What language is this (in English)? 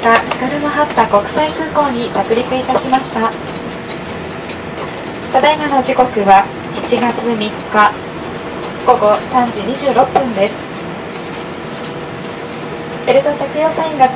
Japanese